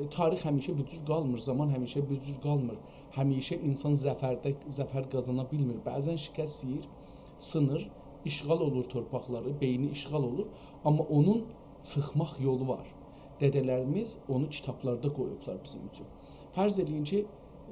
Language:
South Azerbaijani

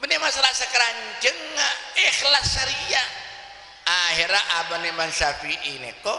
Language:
Madurese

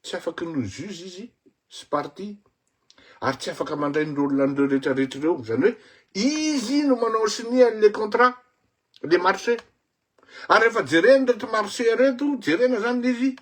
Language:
Malagasy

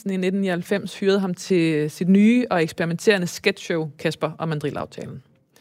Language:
Danish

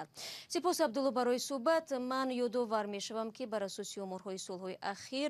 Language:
Tajik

